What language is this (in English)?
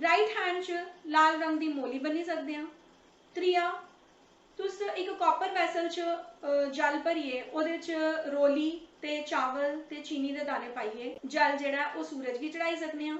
Dogri